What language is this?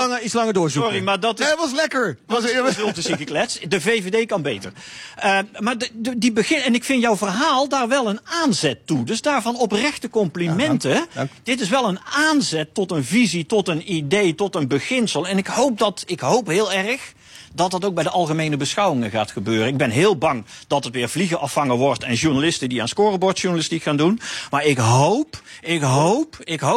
Dutch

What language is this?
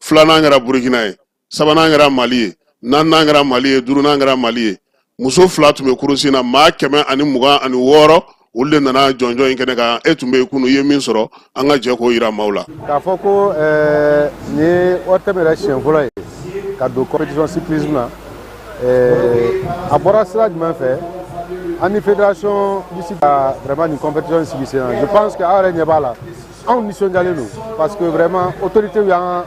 Bambara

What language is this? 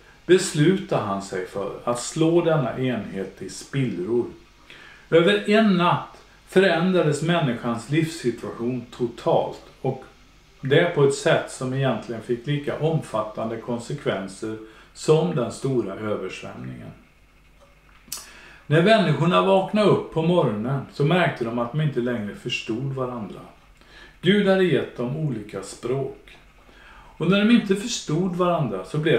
Swedish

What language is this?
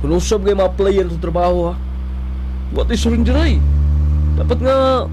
Cebuano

